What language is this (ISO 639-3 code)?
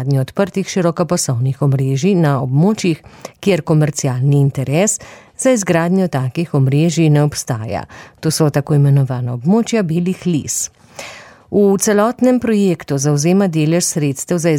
slv